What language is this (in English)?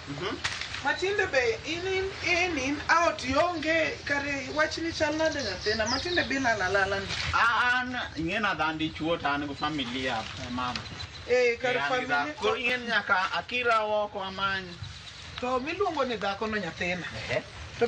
Luo (Kenya and Tanzania)